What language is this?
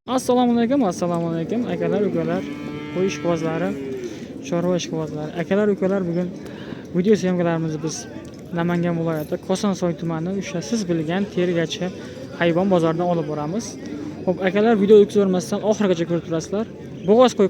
Uzbek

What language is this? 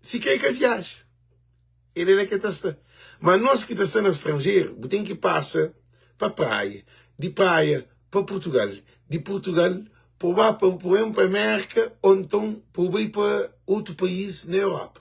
Kabuverdianu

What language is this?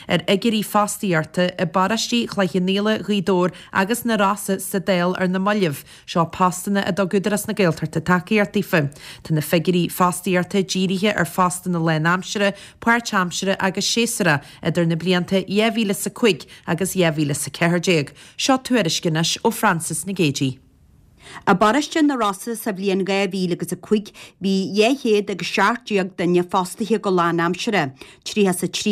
Irish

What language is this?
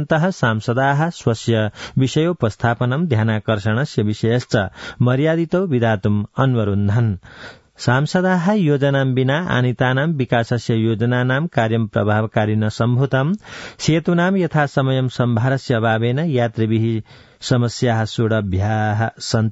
Sanskrit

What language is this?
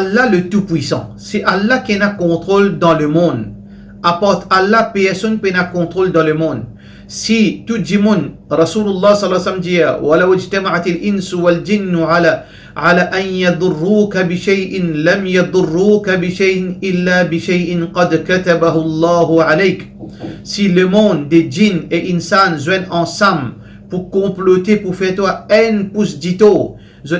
Morisyen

